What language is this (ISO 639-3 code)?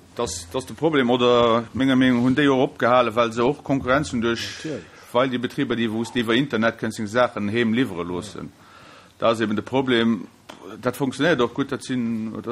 ltz